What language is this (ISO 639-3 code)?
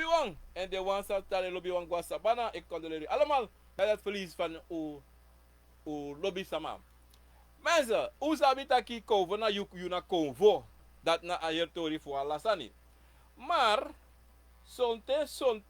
srn